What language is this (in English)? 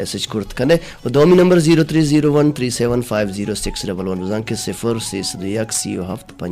Baluchi